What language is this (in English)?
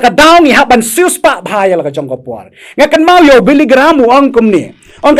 Khasi